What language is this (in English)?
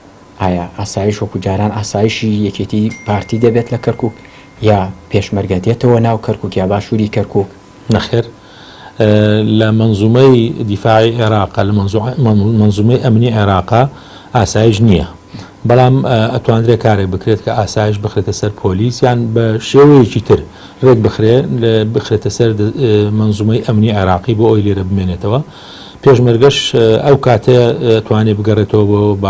Central Kurdish